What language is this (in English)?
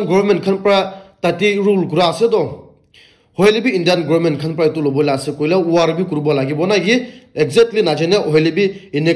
Naga Pidgin